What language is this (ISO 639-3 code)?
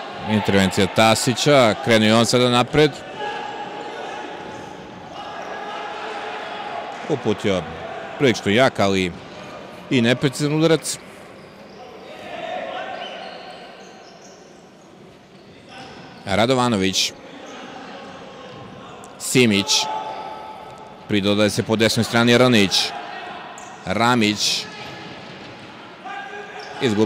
srp